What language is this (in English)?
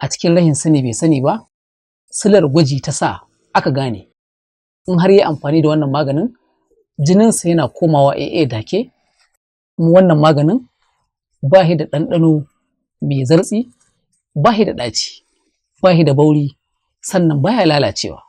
Hausa